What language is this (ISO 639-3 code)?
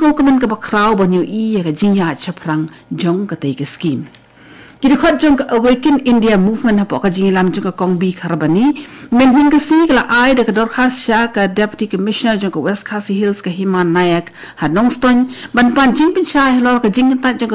kha